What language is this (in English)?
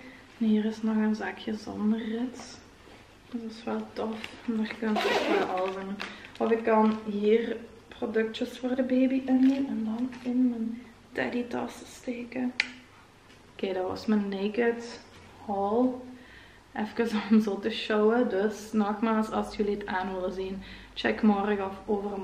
Dutch